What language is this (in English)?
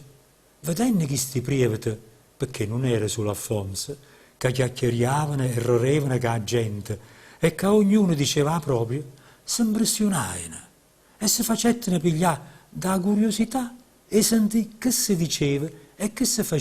Neapolitan